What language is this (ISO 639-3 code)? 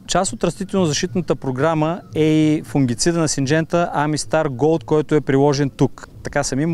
bul